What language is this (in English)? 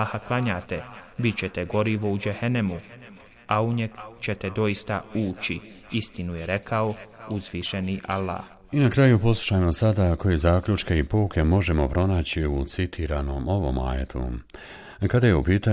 Bosnian